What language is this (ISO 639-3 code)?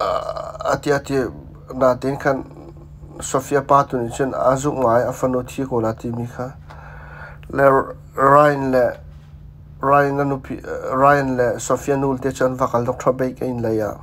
cnh